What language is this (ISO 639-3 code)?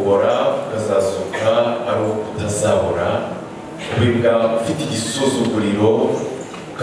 kin